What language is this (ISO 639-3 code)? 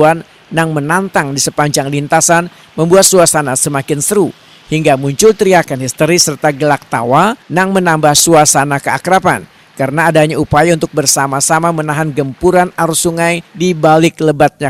bjn